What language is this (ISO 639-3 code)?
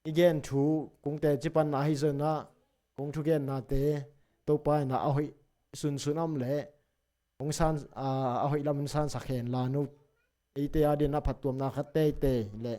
ctd